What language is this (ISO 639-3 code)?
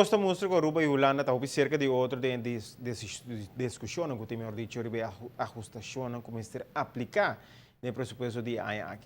pap